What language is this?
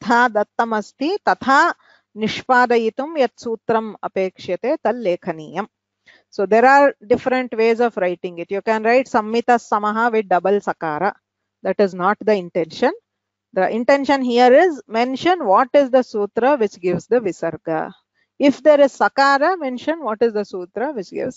Sanskrit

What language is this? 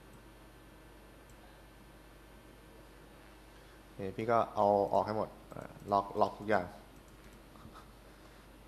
Thai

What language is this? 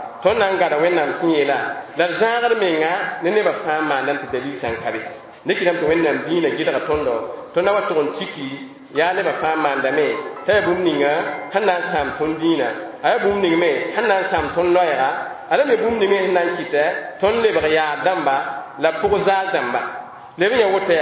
Mossi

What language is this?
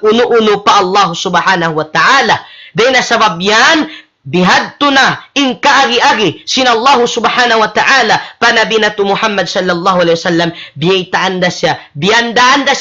Tausug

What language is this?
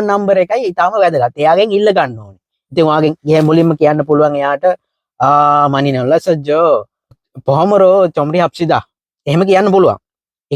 Sinhala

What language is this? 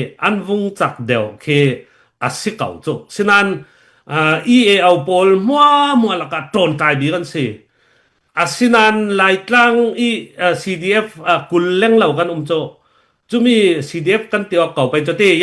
Falam Chin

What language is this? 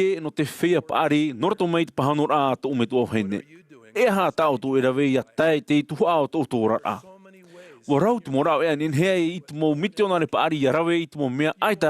Tahitian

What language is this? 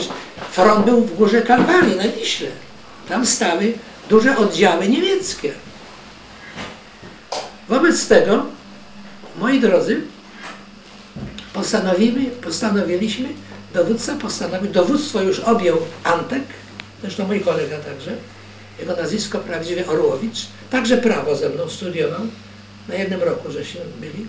Polish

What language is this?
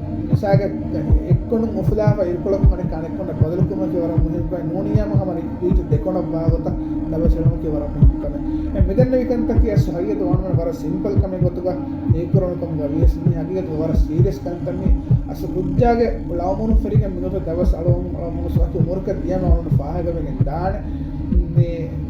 Divehi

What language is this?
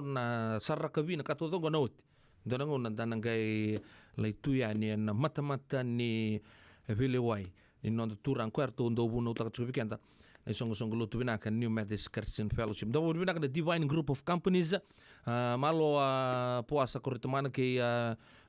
Fijian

